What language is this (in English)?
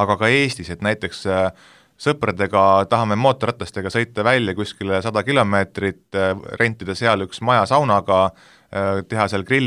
Estonian